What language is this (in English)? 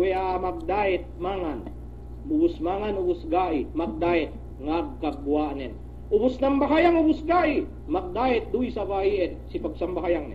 Yakan